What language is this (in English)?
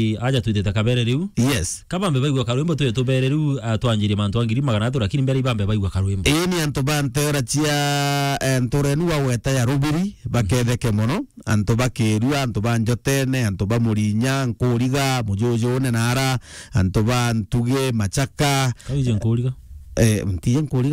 Meru